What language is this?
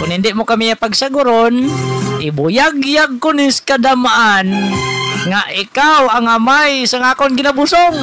Hiligaynon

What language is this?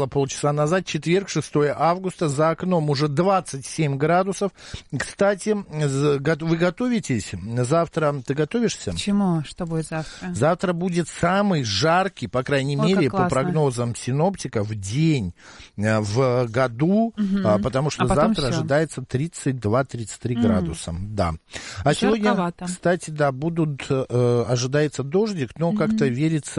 Russian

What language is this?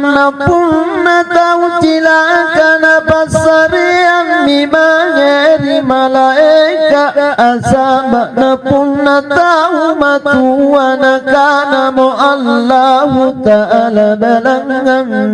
Makasar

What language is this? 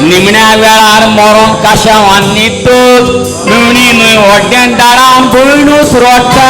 Konkani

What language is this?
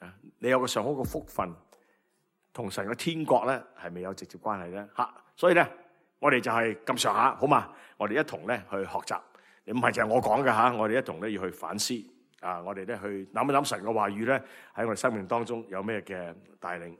Cantonese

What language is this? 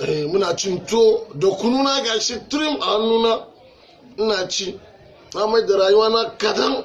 Hausa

